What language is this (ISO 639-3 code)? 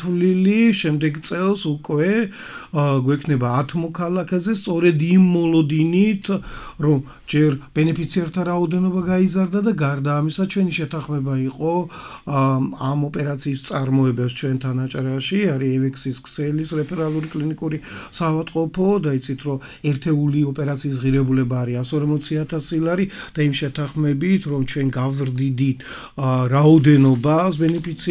kat